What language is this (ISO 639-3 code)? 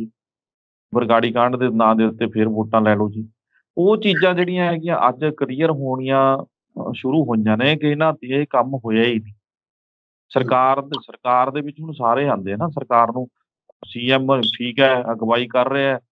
pan